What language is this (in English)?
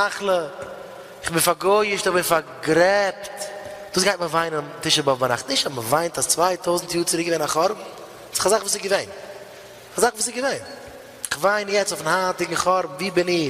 Yiddish